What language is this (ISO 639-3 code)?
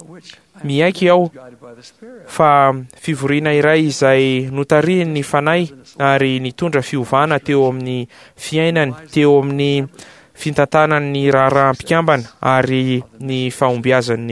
mlg